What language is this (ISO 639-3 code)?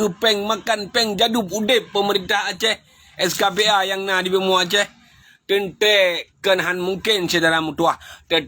ace